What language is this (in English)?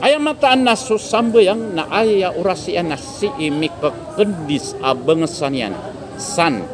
Maranao